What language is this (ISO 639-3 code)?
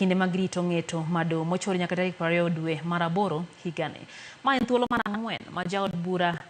luo